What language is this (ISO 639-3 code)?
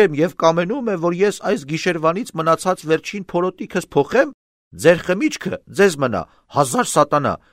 hye